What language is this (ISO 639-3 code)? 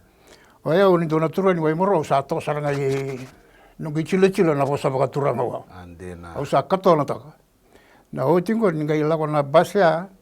fij